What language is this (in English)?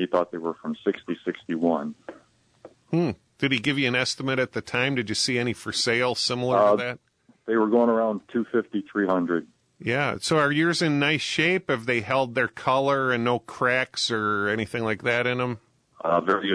English